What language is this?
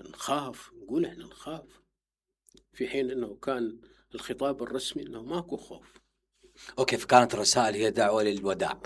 Mesopotamian Arabic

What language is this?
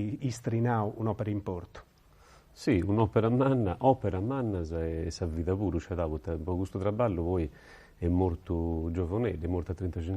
Sardinian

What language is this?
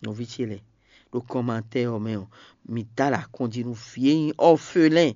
Fon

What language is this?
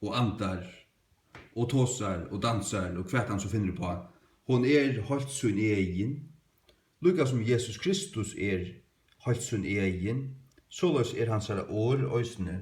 Faroese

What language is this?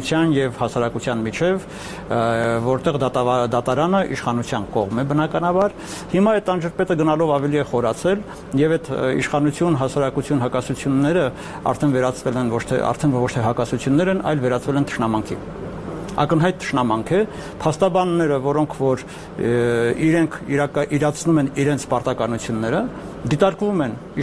Armenian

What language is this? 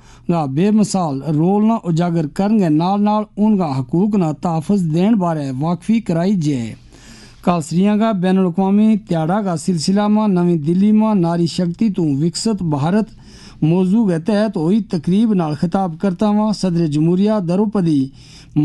Gujari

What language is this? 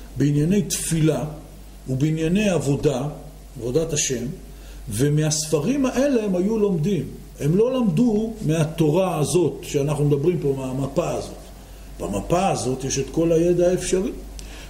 Hebrew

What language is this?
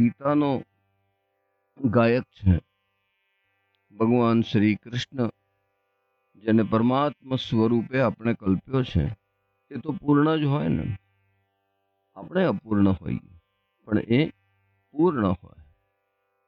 Gujarati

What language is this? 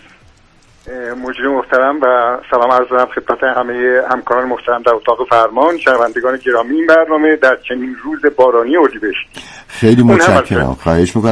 Persian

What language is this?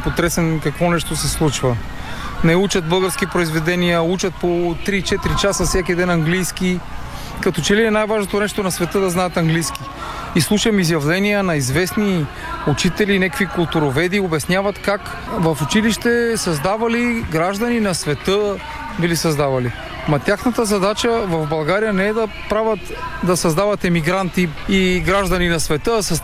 Bulgarian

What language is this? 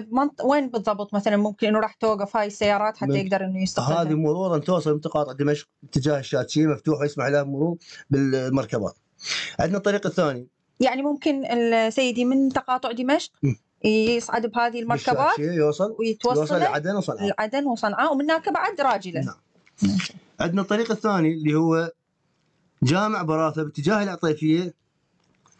Mesopotamian Arabic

